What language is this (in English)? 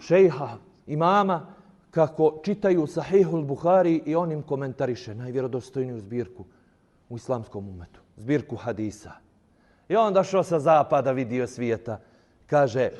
Bosnian